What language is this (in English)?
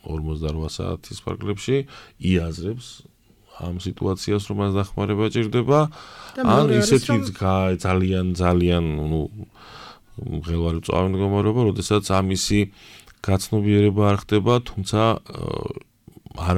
Georgian